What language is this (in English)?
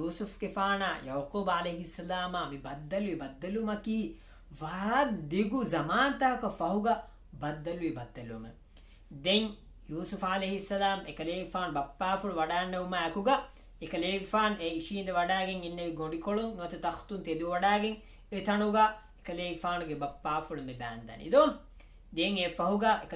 Divehi